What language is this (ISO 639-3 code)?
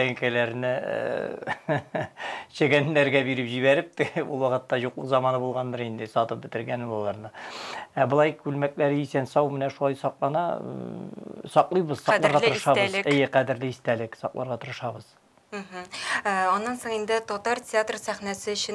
tat